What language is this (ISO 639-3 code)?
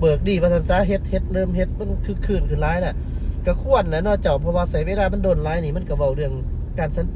lao